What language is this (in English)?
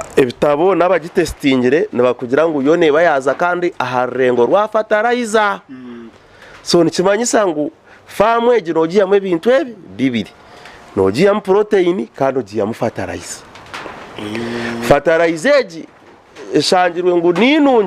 Nyankole